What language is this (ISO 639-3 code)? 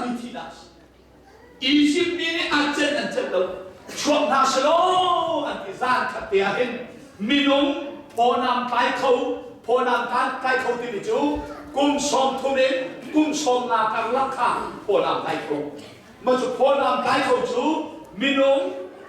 cnh